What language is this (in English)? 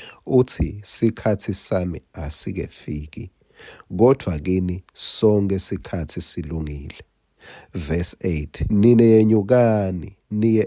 Swati